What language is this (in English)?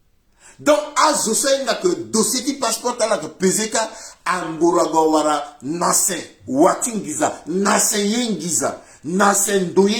Sango